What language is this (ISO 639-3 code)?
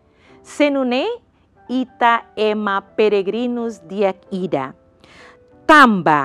tet